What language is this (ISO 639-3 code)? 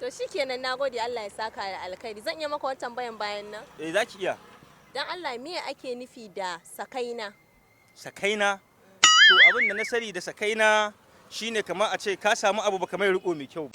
hau